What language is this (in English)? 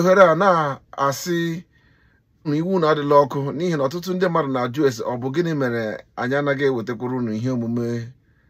Igbo